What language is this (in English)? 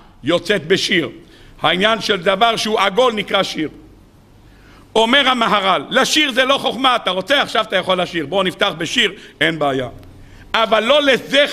Hebrew